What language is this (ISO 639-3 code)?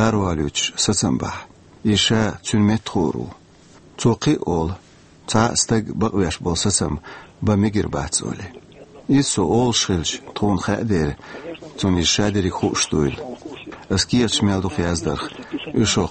che